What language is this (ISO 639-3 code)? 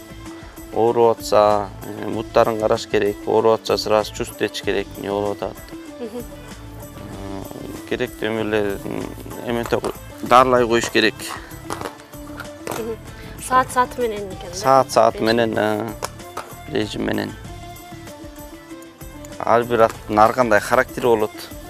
kir